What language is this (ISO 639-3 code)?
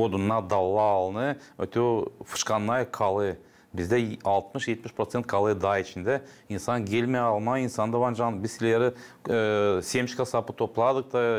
gag